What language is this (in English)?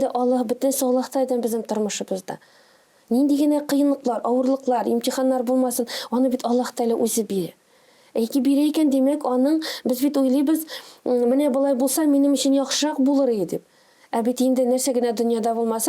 Tatar